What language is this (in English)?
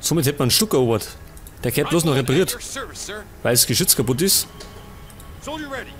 Bavarian